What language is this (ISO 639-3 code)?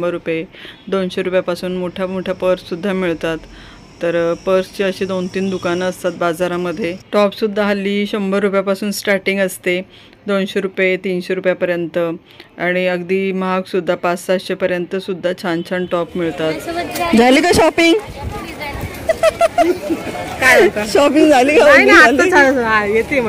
mar